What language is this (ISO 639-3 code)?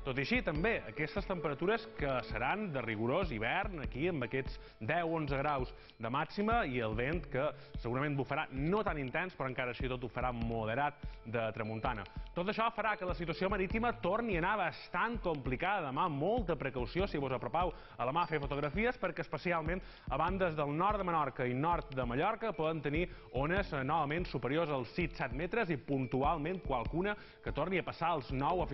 cat